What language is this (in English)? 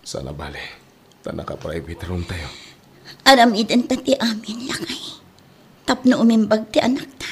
Iloko